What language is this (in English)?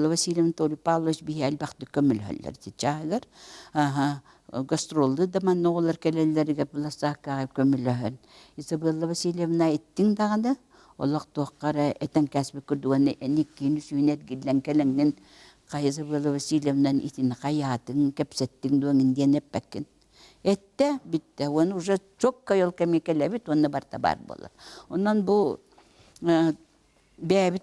Yakut